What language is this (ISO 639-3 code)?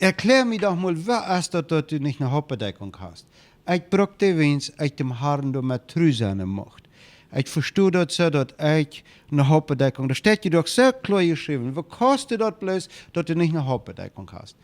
pdt